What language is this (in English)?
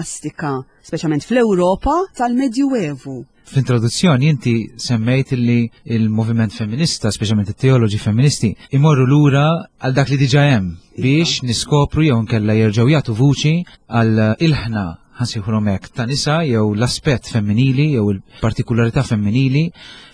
Maltese